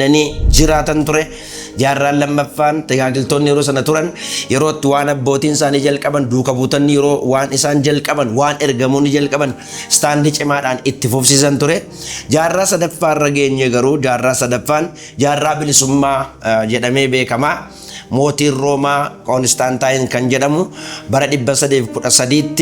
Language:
Oromo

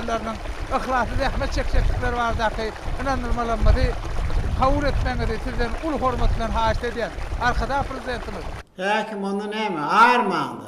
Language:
Turkmen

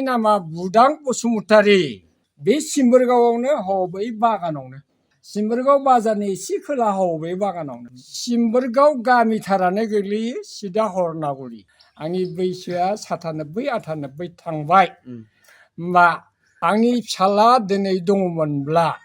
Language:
Bodo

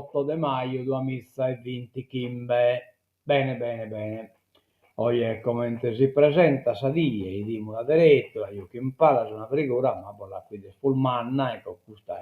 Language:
Sardinian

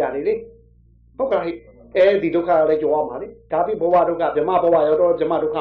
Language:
Burmese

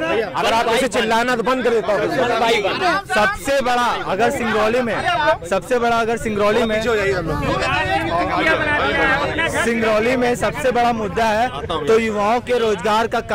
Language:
Hindi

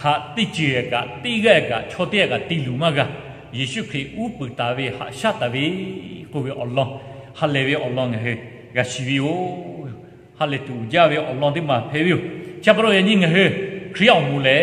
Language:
Lahu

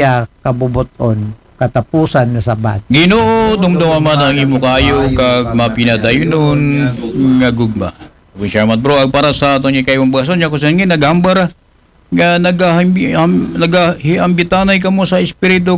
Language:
Aklanon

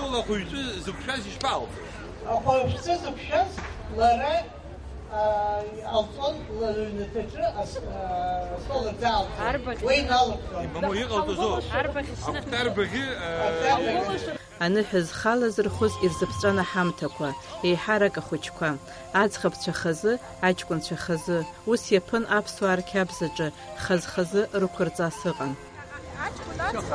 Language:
Abkhazian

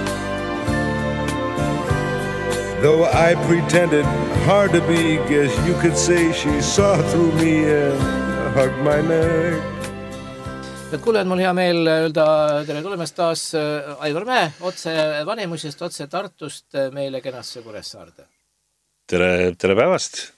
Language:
Estonian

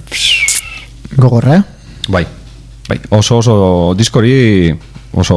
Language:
Basque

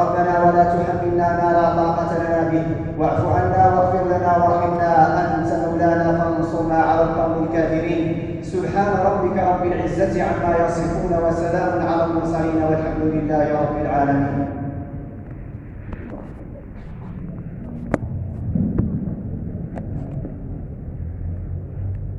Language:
Arabic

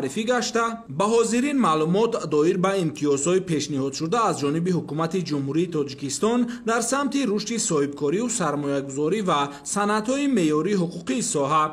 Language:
Tajik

